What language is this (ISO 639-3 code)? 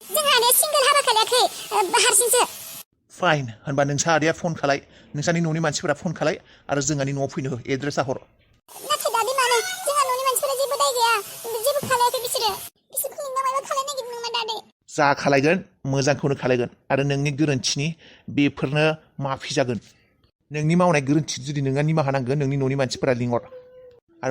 brx